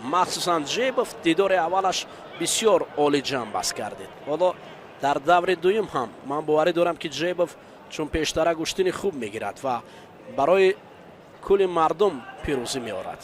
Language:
Tajik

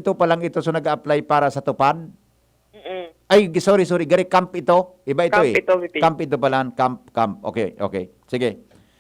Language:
Bikol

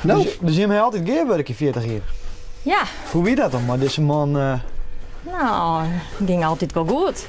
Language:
Western Frisian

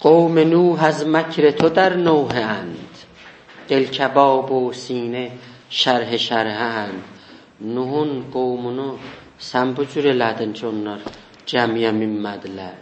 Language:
South Azerbaijani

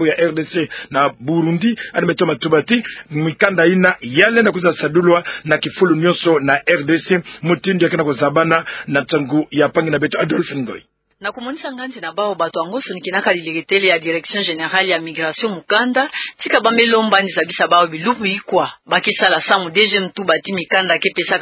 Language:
Kituba (Democratic Republic of Congo)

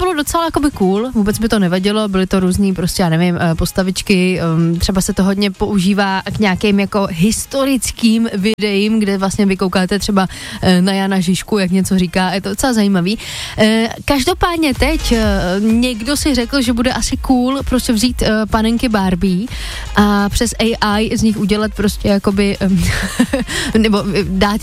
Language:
Czech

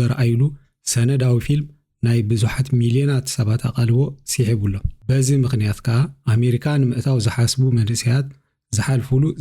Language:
Tigrinya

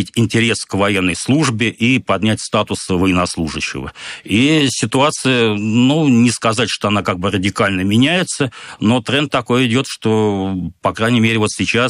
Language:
Russian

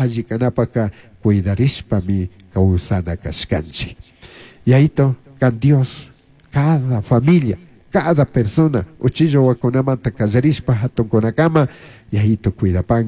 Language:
Chimborazo Highland Quichua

